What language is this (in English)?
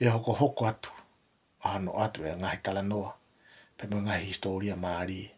Tongan